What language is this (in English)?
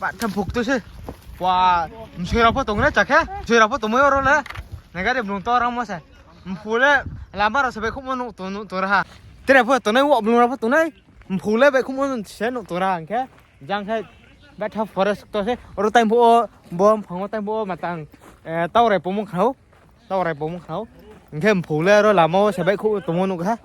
Riang (India)